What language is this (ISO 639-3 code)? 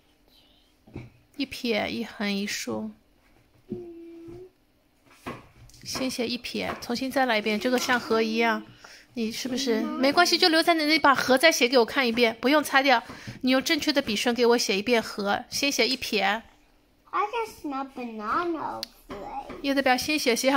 zho